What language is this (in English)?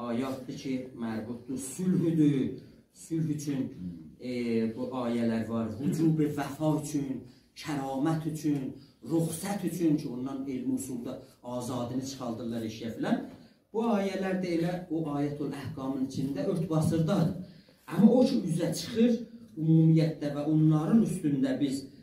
South Azerbaijani